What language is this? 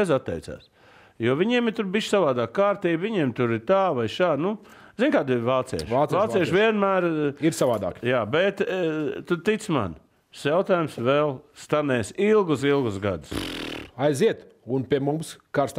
Latvian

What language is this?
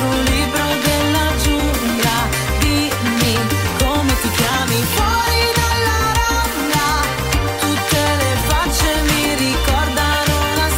Italian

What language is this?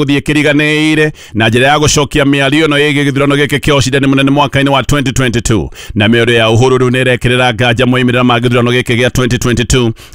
Kikuyu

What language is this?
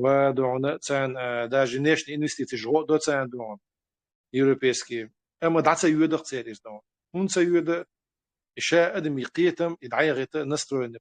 Chechen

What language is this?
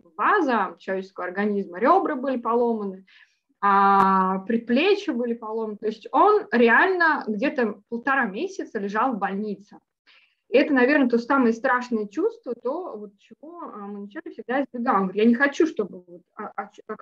Russian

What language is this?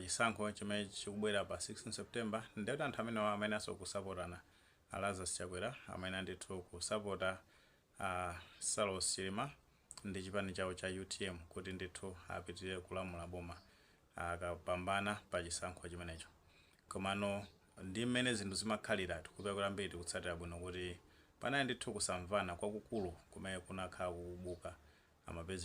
Nyanja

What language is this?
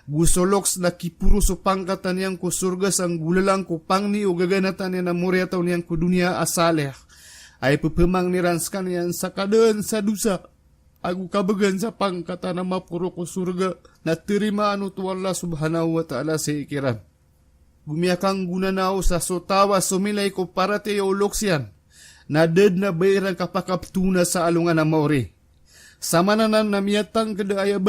Maranao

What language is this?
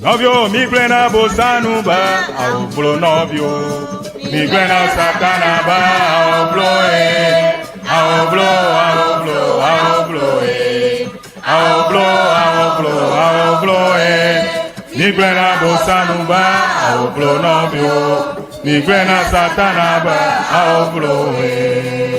Ewe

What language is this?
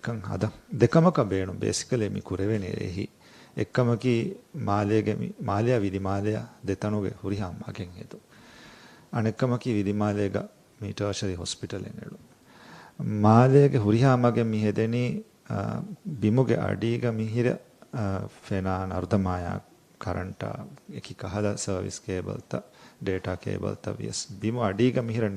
Divehi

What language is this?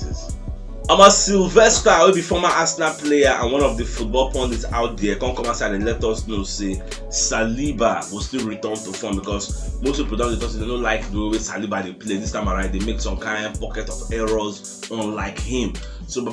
Nigerian Pidgin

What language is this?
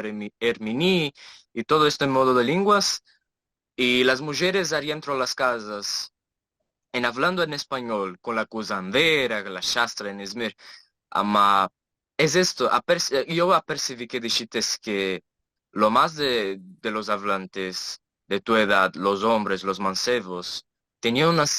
Ladino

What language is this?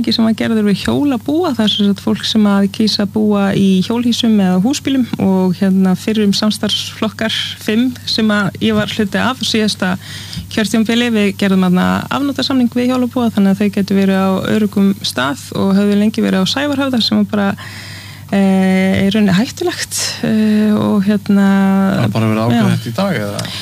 Icelandic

